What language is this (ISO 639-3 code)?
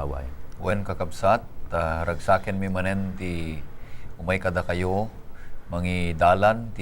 ilo